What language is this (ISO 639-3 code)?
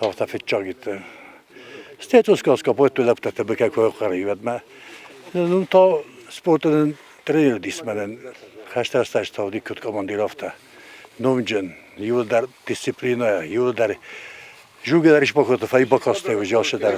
oss